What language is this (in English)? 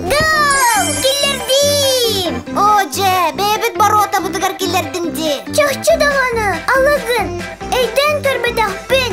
Yakut